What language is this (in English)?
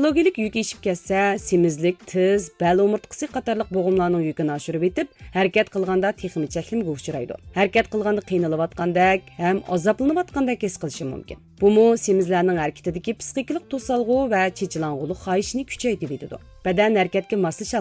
Uyghur